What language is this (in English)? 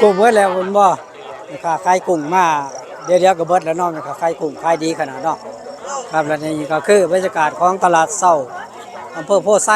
Northeastern Thai